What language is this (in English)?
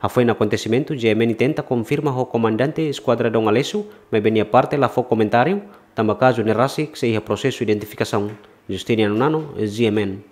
Tetum